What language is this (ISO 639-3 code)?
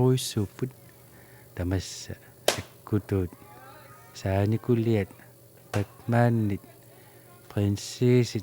kal